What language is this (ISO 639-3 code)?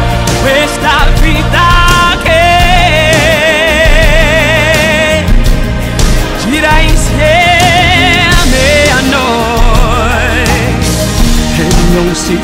ita